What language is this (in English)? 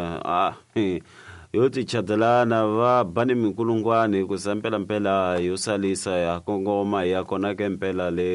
Tsonga